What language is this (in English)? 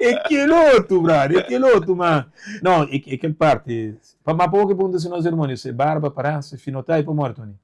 Kabuverdianu